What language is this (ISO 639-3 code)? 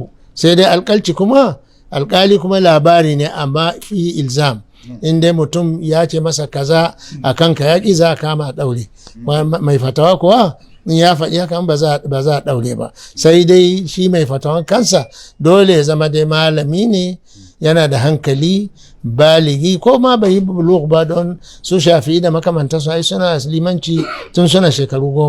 hau